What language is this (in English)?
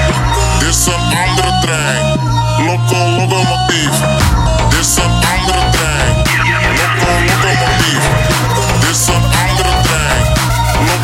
Dutch